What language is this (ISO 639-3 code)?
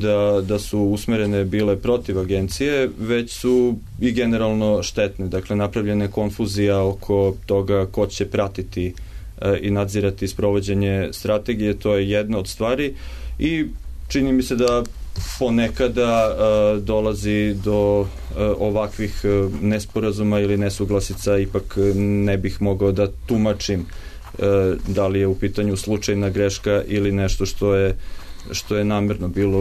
srp